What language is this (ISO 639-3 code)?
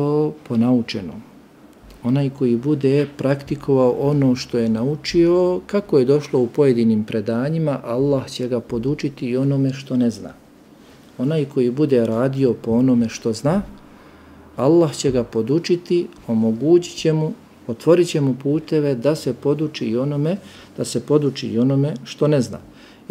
bos